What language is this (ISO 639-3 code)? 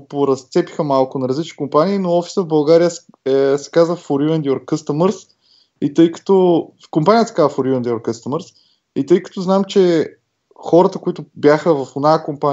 bul